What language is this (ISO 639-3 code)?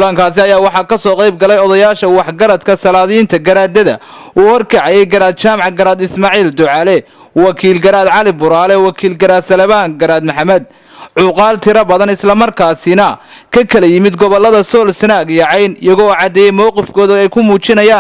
som